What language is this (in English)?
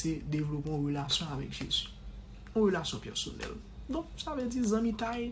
Haitian Creole